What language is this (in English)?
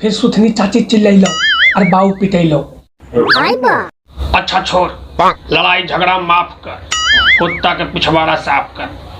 Magahi